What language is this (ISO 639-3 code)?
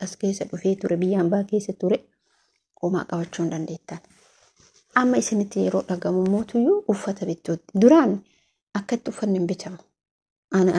orm